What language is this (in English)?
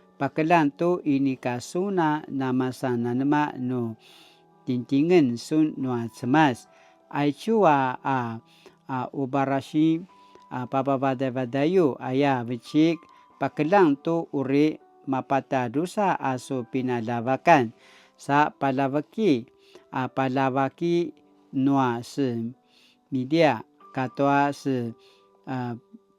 Paiwan